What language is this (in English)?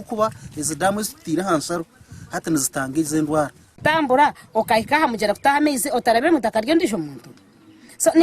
Nyankole